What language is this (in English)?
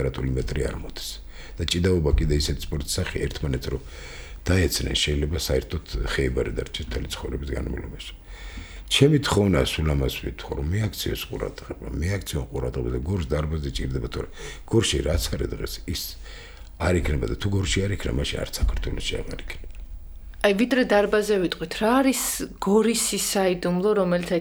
Georgian